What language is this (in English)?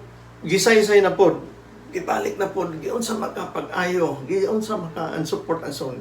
Cebuano